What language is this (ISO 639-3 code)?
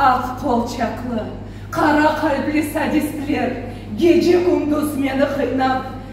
crh